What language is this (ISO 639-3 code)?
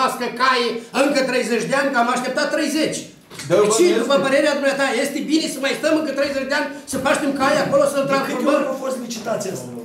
ron